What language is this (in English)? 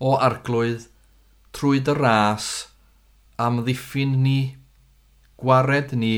Welsh